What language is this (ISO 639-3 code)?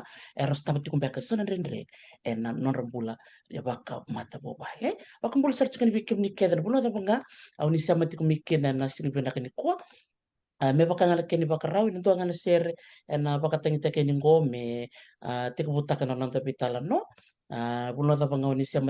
fij